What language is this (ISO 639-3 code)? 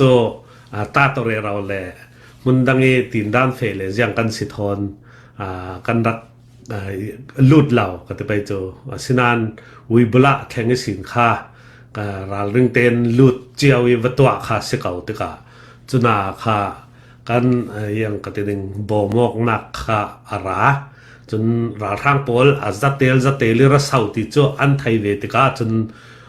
cfm